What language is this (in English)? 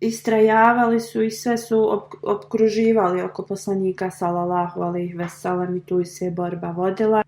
Bosnian